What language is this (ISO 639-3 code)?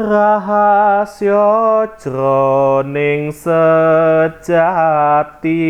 jav